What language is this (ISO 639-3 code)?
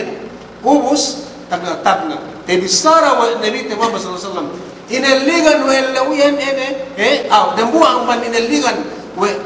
yka